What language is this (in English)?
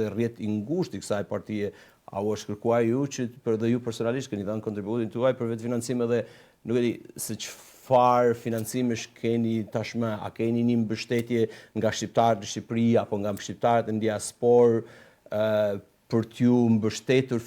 Albanian